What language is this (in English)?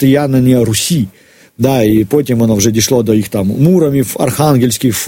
Ukrainian